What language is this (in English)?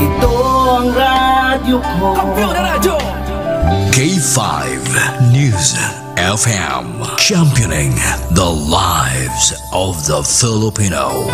Hiligaynon